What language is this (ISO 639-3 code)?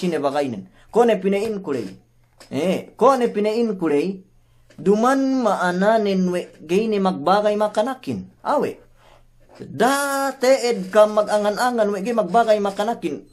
yka